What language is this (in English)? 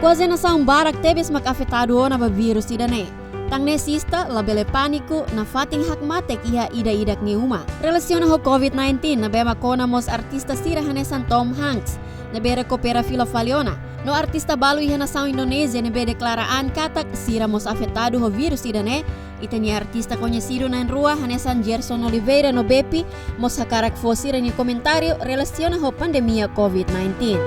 Tetum